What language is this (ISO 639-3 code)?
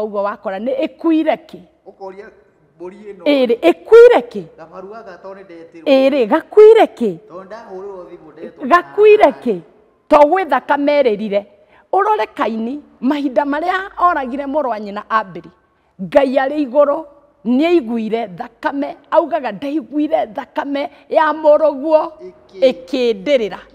kik